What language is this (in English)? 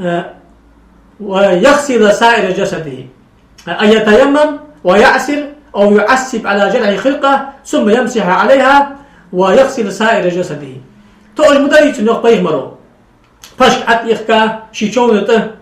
Ingush